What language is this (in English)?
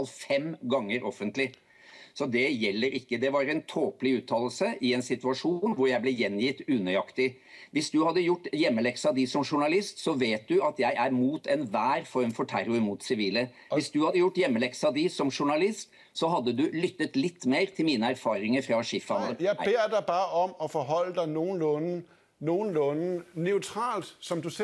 Norwegian